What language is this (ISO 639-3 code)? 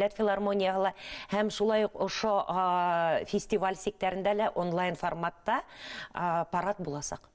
bak